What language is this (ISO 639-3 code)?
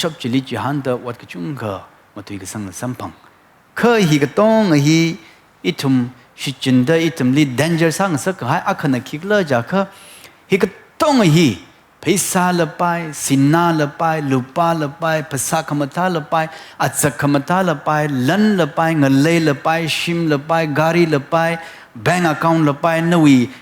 nmf